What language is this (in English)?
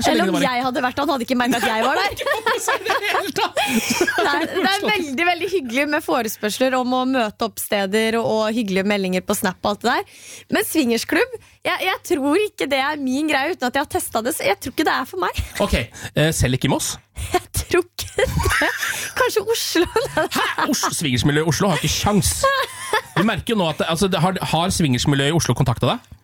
Norwegian